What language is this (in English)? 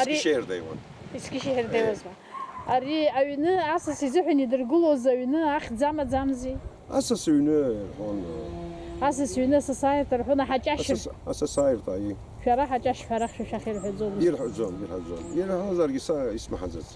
Abkhazian